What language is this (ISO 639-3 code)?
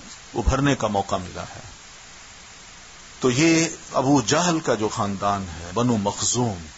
urd